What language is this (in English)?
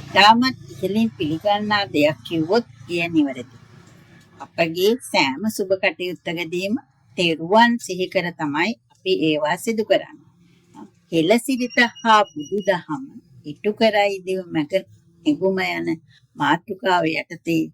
Sinhala